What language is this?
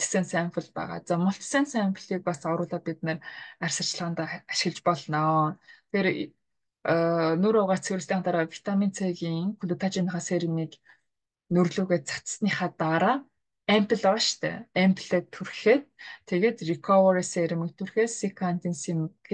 Mongolian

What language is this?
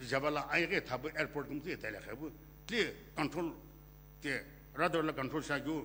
Sumi Naga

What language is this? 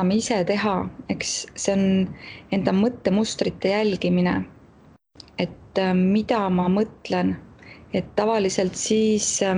Estonian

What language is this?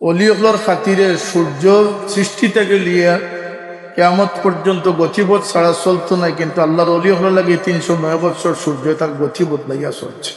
Sylheti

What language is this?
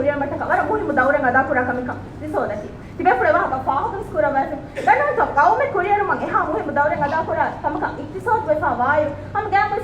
Divehi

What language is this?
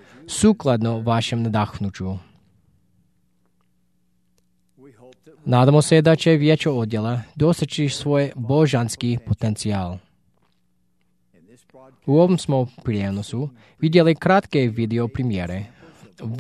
Croatian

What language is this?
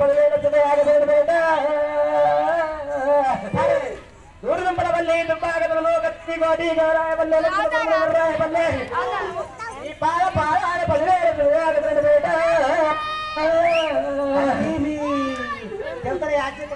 Telugu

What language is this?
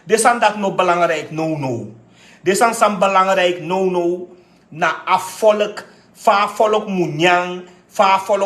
Sranan Tongo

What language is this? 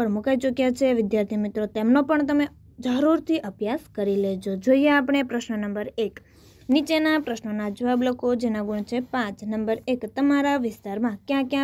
Gujarati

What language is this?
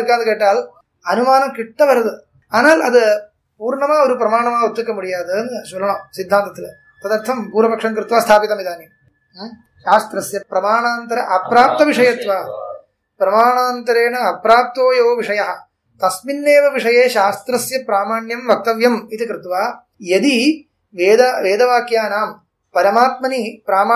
Tamil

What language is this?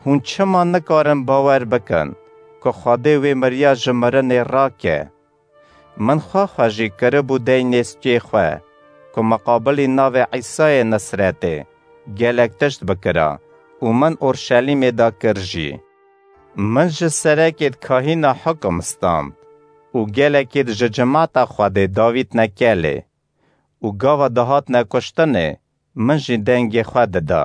Kurdish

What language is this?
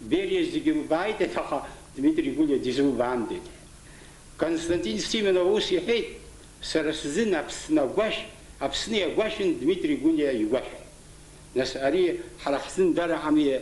Abkhazian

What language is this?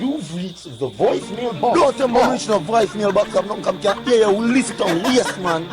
Jamaican Creole English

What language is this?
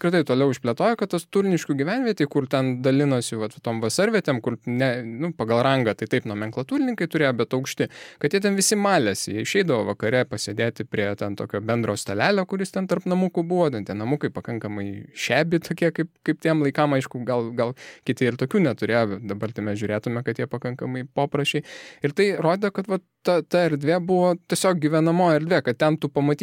Lithuanian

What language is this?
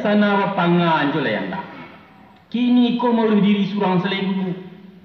Minangkabau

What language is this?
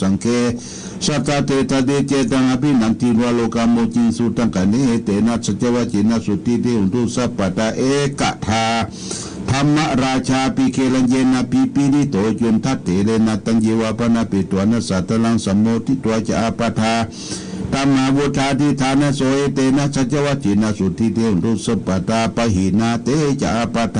Pali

